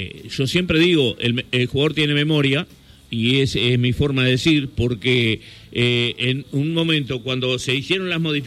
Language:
Spanish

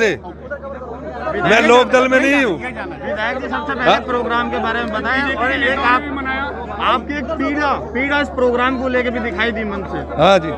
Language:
Hindi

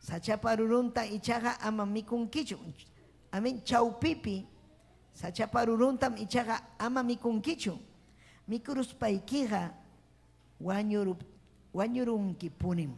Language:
Ayacucho Quechua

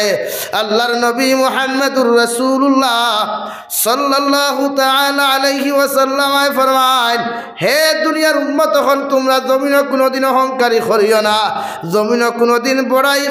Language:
Sylheti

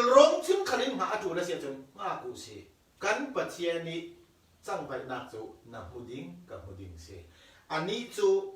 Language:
Falam Chin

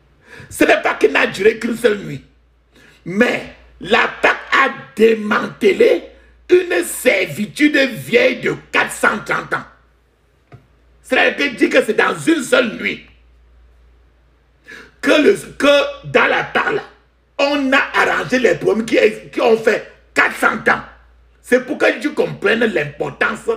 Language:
French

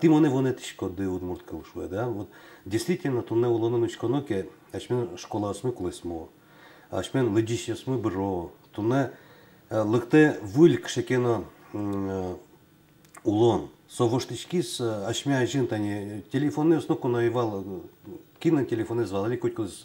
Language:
Udmurt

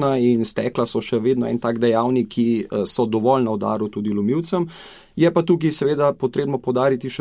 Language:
Slovenian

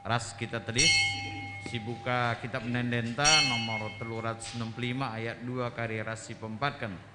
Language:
Batak Karo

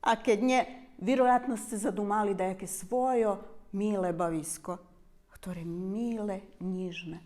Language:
Rusyn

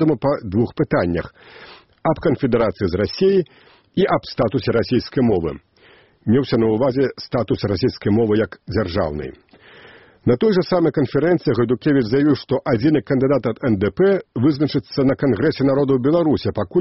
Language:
Belarusian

